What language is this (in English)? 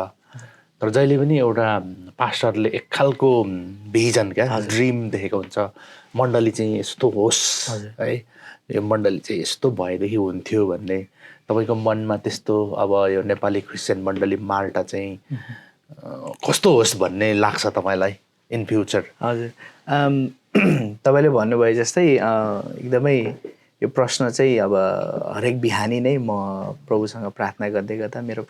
Nepali